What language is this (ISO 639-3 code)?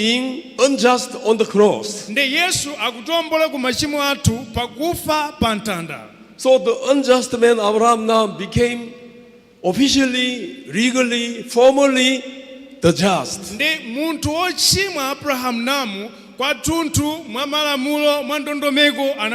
nya